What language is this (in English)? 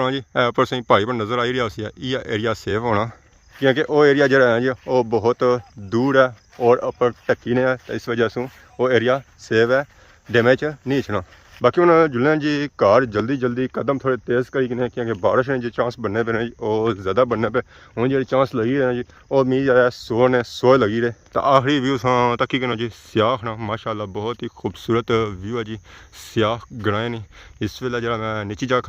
Pahari-Potwari